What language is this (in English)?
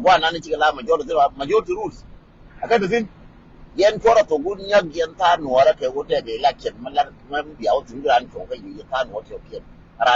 Nuer